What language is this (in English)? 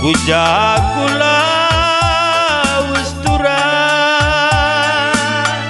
Batak Karo